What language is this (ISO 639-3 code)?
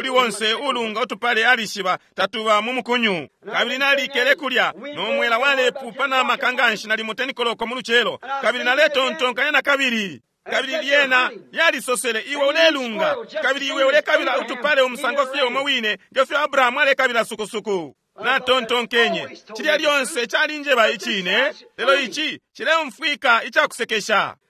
bem